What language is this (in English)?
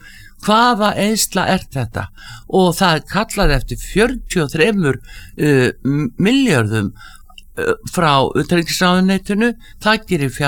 Icelandic